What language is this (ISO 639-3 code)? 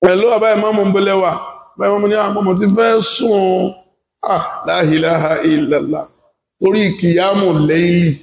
yor